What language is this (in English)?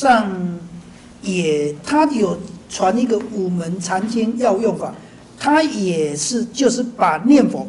Chinese